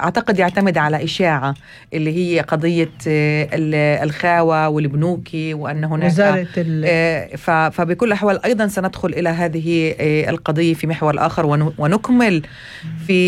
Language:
North Levantine Arabic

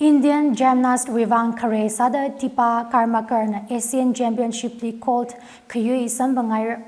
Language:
Tangkhul Naga (India)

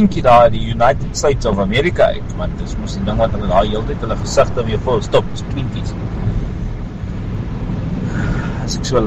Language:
Afrikaans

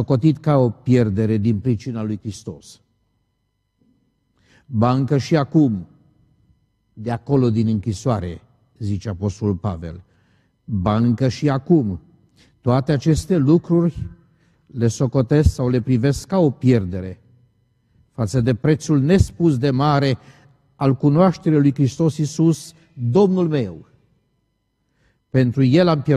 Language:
Romanian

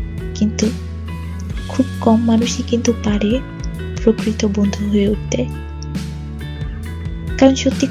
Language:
Bangla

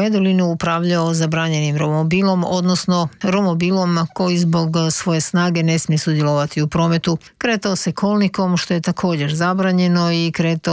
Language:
Croatian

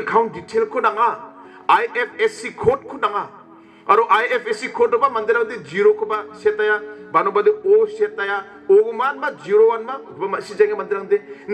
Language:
Garo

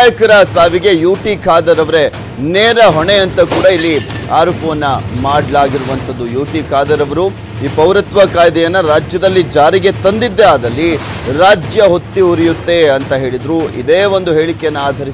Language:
Kannada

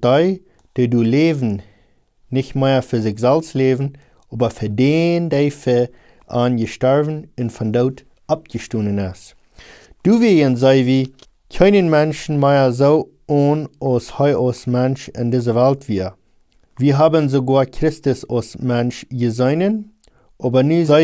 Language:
Plautdietsch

